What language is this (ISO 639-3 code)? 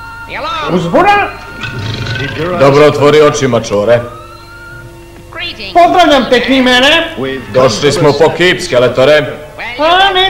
srp